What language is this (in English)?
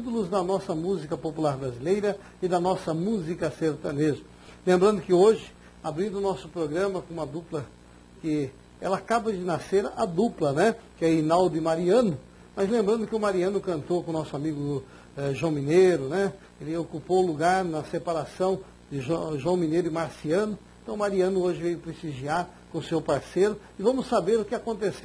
Portuguese